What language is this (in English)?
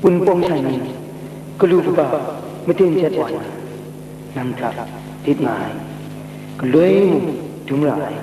Kachin